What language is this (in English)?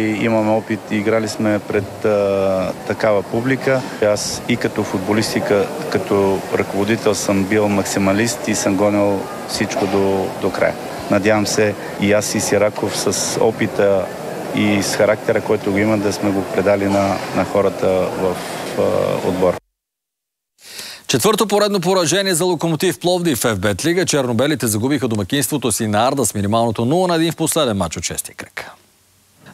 Bulgarian